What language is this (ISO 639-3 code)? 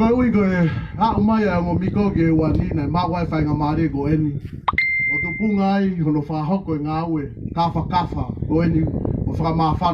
ton